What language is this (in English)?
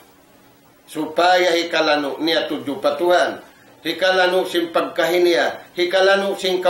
Tausug